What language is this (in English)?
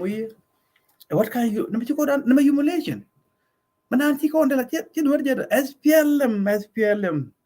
Nuer